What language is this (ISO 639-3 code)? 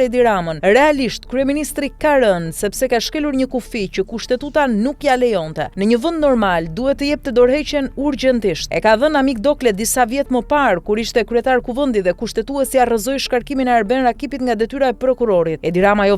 sqi